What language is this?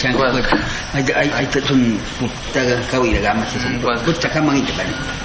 Awa-Cuaiquer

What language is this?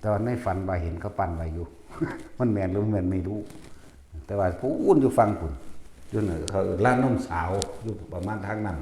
Northeastern Thai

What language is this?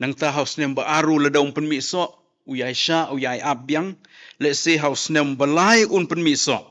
Khasi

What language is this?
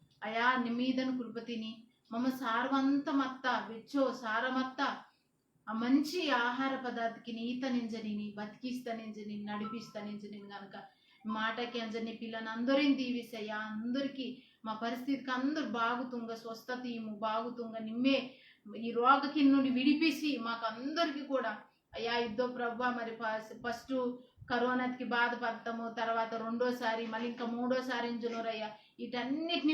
Koya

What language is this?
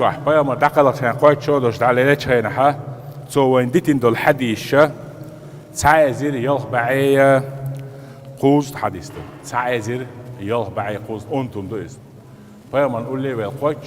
Chechen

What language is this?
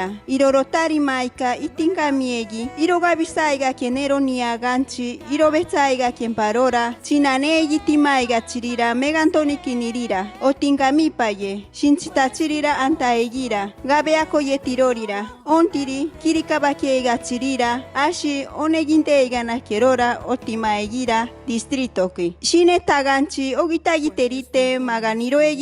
Machiguenga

